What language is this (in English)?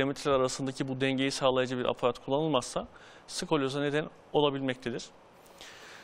Turkish